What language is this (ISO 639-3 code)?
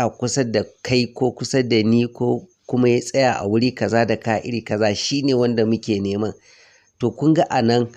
hau